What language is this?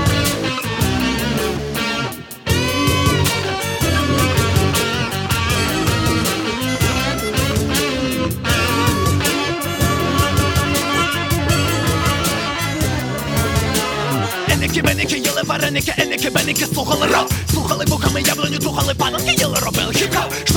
Ukrainian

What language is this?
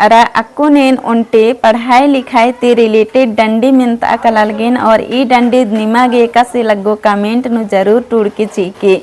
Kurukh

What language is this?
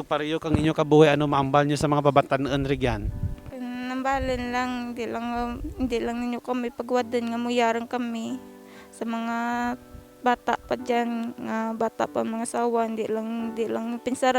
Kinaray-a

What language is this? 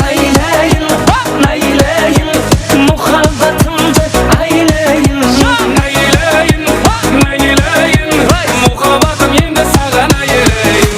Kara-Kalpak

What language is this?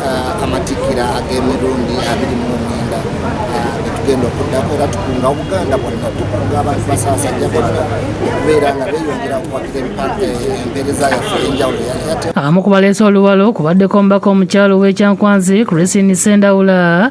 Ganda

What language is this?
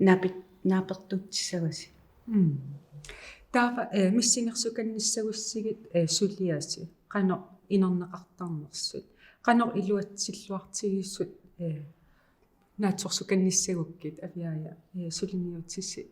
Kalaallisut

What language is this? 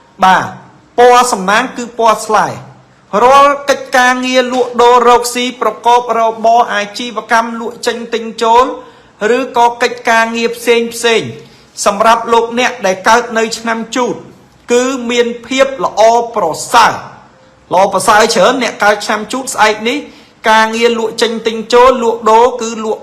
Khmer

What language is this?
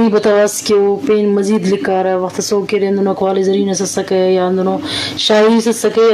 Eastern Balochi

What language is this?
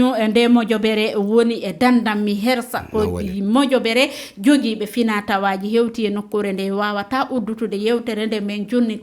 Fula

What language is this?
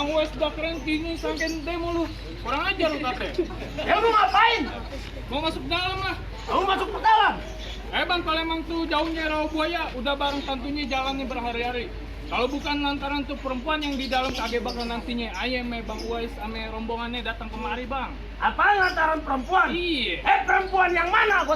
Betawi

